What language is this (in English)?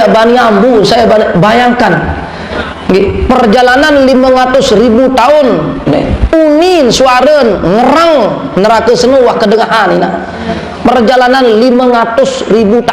Sasak